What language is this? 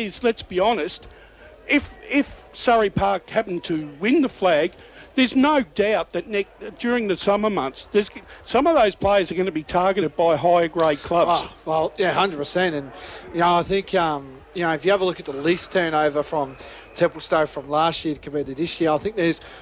English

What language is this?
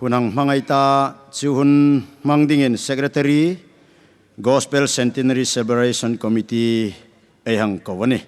Hmar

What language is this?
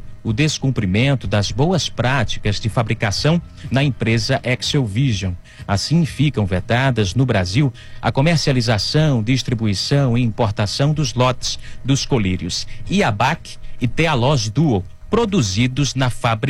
Portuguese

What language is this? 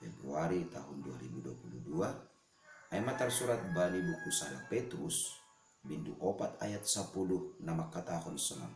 Batak Simalungun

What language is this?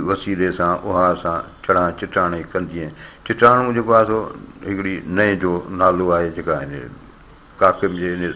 Sindhi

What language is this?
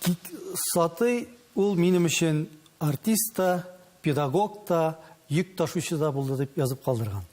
Tatar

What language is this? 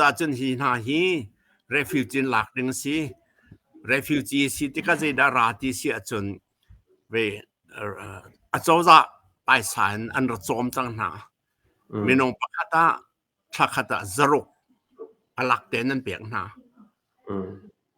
Hakha Chin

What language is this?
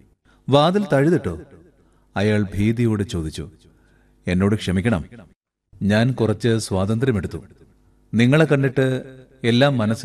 Malayalam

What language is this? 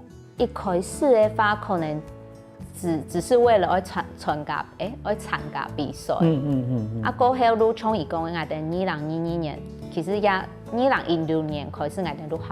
Hakka Chinese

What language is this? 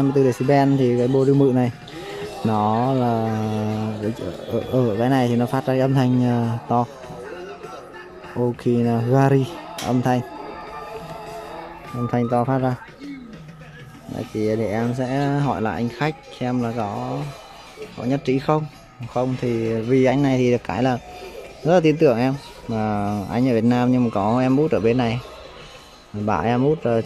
Vietnamese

